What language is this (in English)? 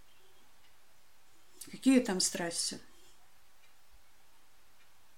Russian